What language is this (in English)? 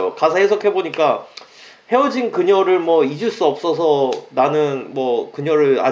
Korean